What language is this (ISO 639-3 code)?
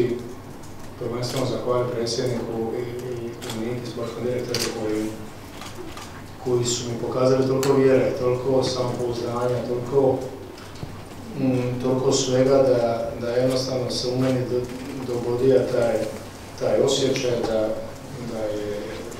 hrv